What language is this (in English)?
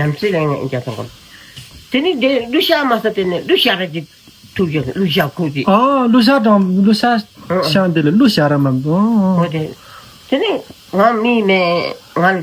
Tibetan